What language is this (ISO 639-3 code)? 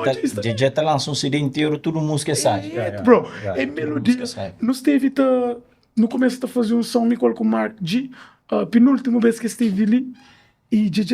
kea